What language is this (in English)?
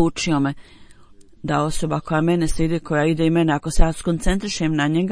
Bosnian